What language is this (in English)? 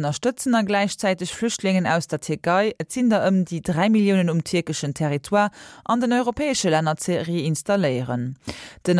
Luxembourgish